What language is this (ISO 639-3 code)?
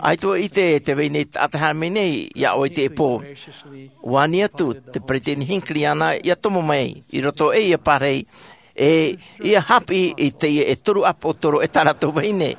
tah